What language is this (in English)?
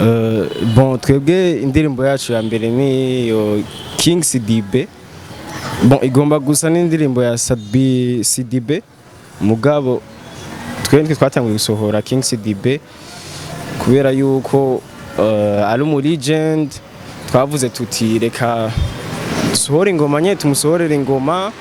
Rundi